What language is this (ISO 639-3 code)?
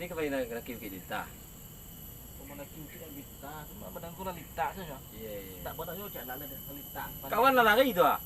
min